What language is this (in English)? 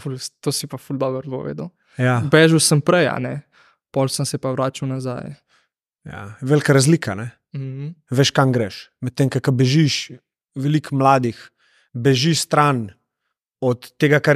Slovenian